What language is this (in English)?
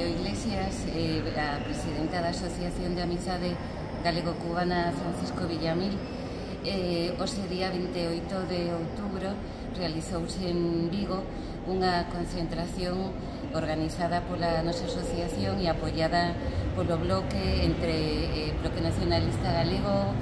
Galician